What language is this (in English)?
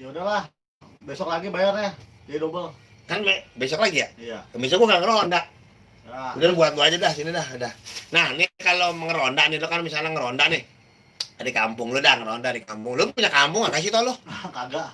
Betawi